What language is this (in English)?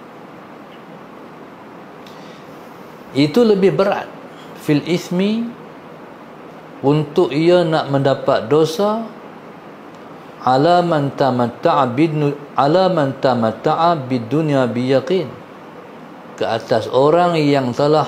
Malay